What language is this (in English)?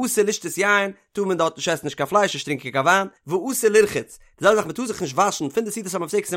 Yiddish